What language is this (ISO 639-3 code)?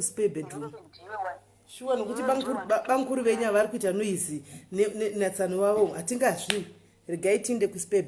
sna